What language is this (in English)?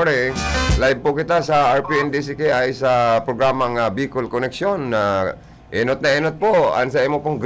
Bikol